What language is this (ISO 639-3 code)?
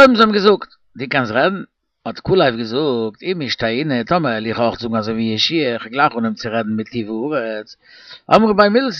yid